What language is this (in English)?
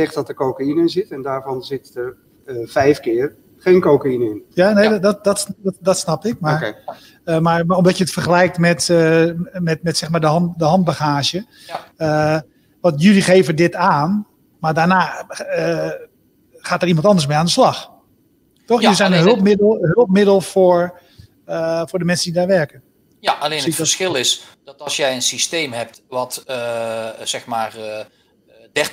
Dutch